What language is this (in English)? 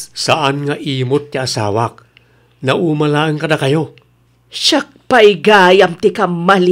Iloko